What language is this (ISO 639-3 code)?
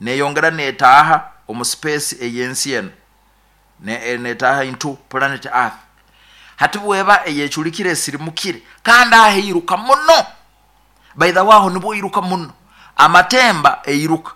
nyo